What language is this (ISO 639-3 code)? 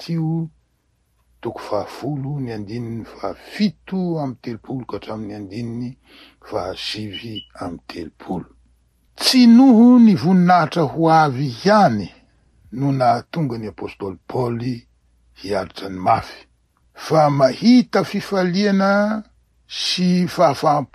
mlg